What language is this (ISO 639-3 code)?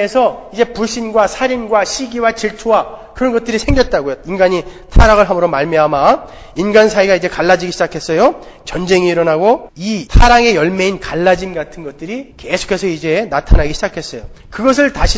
kor